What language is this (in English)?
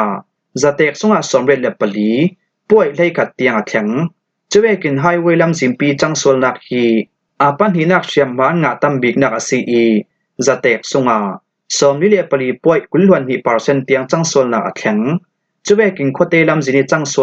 Falam Chin